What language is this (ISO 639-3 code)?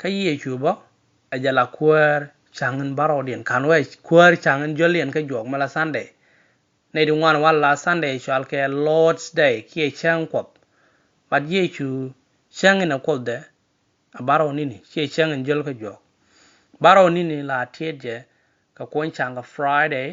nus